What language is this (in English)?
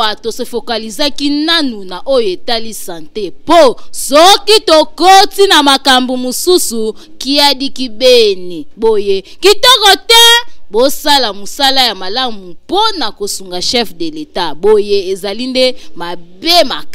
Lingala